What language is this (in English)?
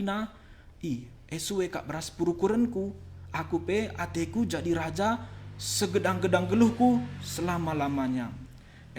Batak Karo